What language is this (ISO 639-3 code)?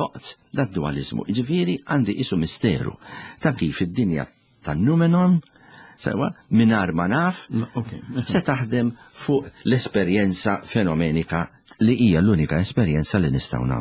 mlt